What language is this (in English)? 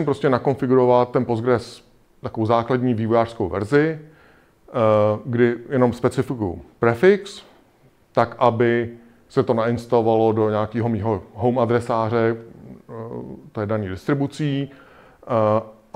Czech